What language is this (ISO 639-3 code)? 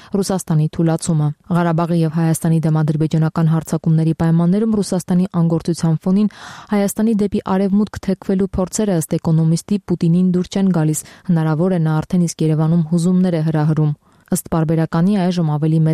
hye